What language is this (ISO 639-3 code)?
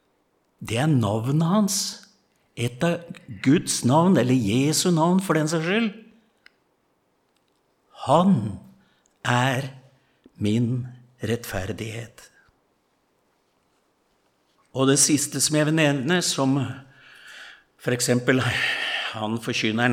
nor